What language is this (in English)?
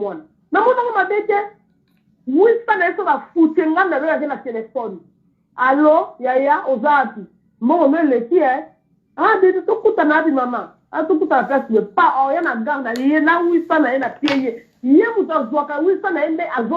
Lingala